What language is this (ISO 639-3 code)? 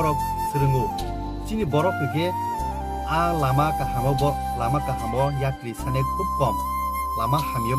trp